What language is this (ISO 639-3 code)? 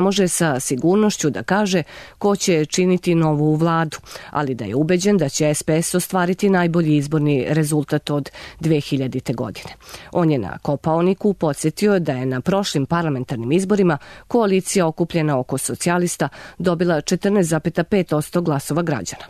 srp